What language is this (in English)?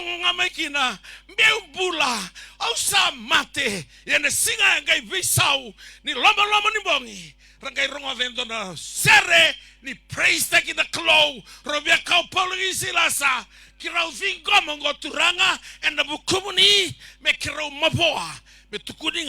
Fijian